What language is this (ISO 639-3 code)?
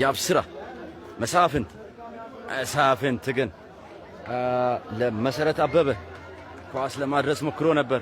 amh